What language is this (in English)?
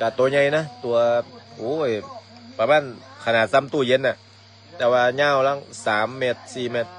Lao